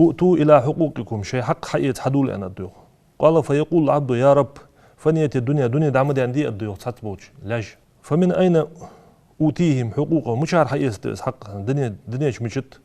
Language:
Ingush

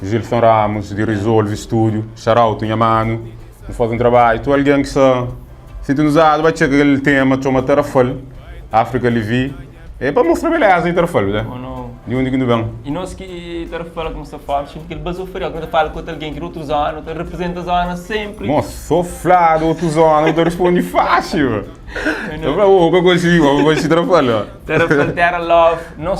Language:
Kabuverdianu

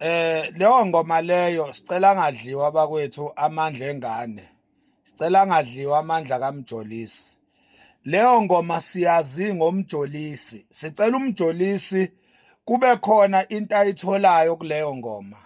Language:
Zulu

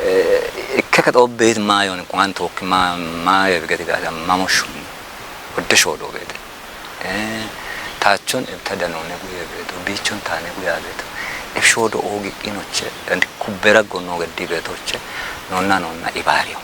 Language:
Kafa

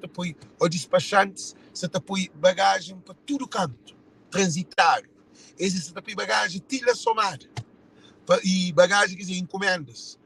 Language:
Kabuverdianu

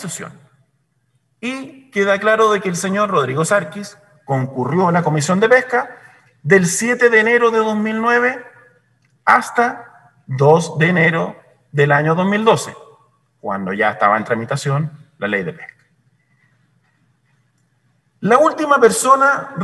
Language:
Spanish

